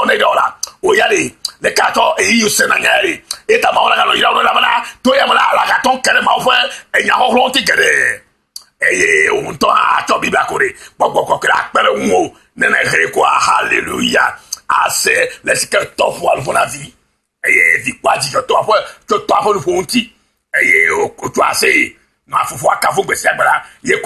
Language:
Ewe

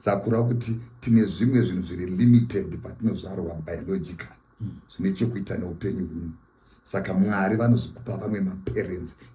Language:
Shona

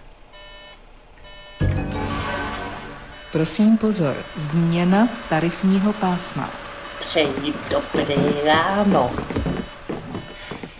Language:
Czech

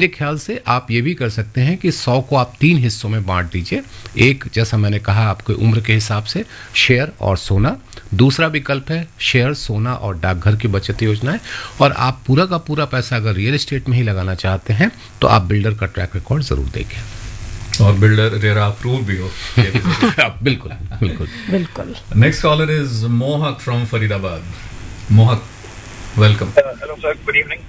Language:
Hindi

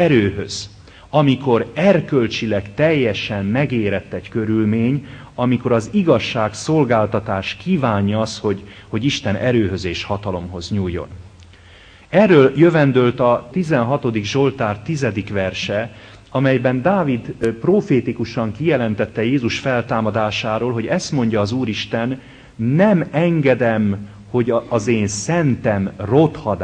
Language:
Hungarian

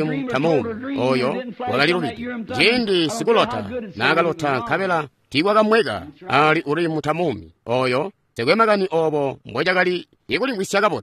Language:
Tonga (Zambia)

